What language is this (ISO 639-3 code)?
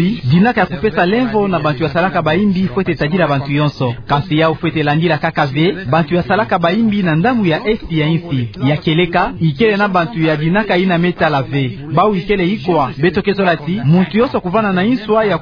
ktu